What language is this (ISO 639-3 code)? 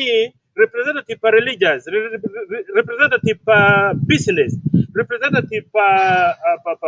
ach